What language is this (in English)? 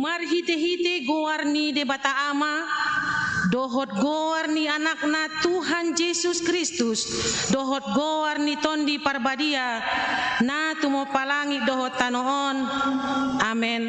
Batak Toba